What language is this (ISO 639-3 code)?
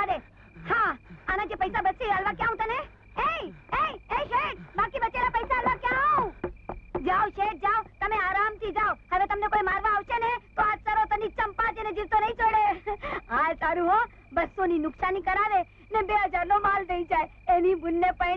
guj